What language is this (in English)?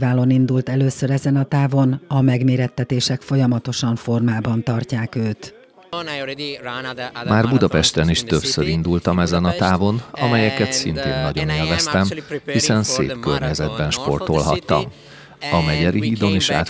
Hungarian